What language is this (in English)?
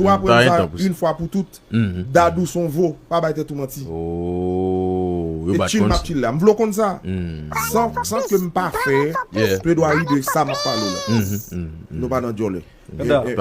Haitian Creole